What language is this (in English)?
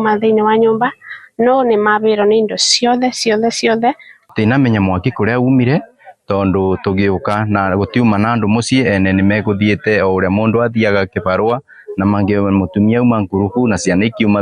Kikuyu